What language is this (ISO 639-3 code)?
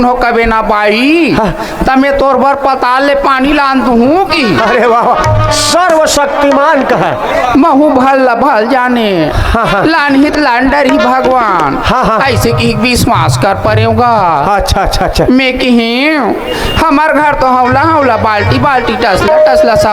hne